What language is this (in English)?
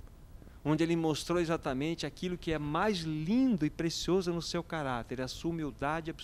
Portuguese